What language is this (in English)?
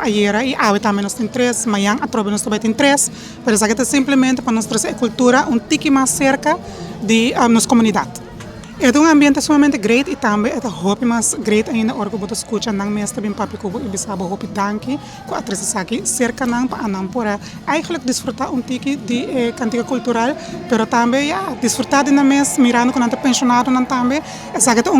Papiamento